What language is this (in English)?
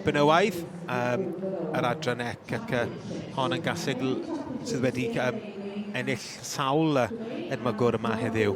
Welsh